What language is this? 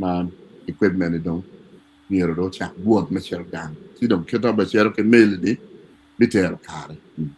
Acoli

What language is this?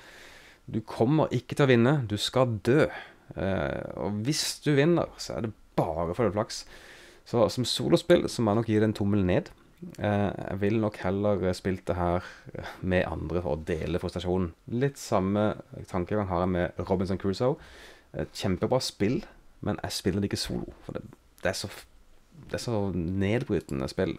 Norwegian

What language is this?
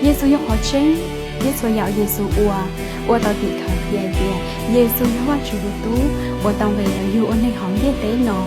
Hmong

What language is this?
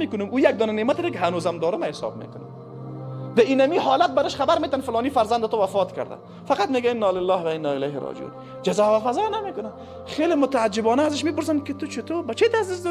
Persian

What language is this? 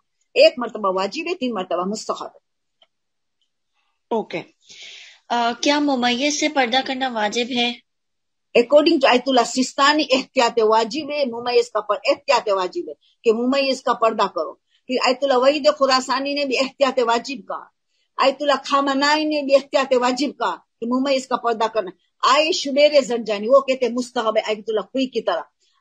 Urdu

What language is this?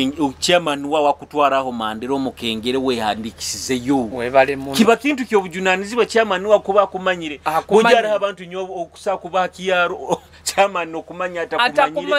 Nyoro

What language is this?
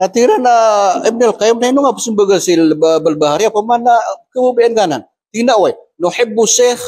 Maranao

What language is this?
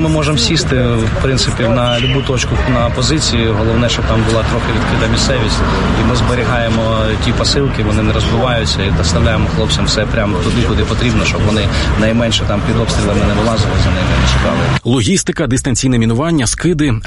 Ukrainian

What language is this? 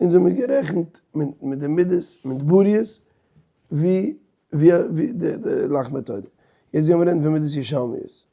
Yiddish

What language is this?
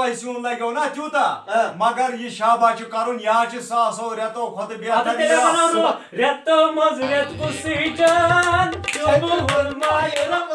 Kashmiri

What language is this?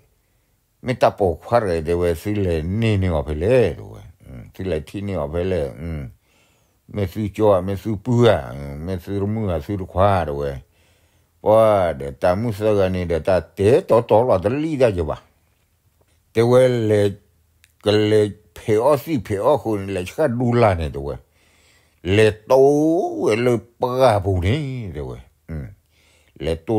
S'gaw Karen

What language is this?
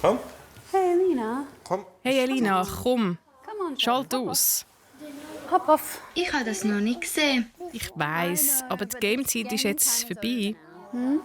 Swiss German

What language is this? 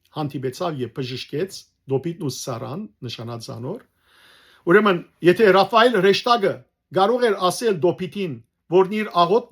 Western Armenian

